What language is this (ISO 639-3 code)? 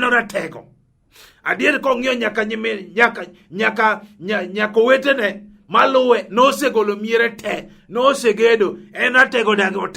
luo